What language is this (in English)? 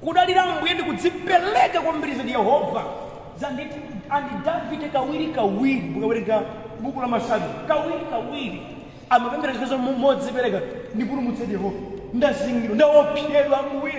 Nyanja